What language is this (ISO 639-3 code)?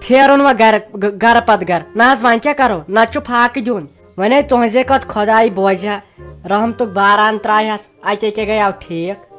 kas